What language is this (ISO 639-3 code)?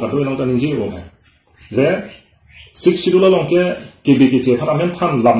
mjw